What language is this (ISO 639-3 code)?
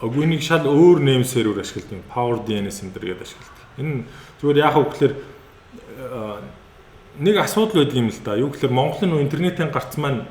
mon